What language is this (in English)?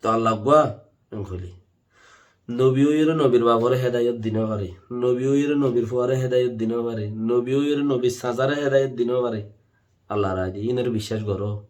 Rohingya